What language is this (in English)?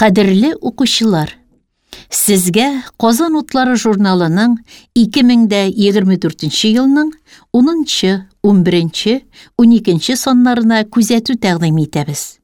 Tatar